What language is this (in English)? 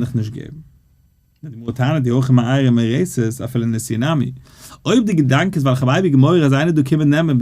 Yiddish